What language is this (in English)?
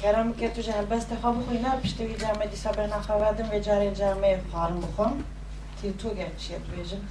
Kurdish